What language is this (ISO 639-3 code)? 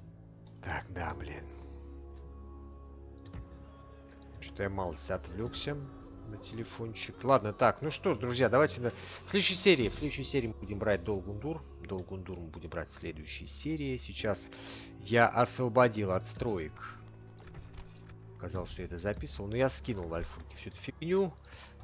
rus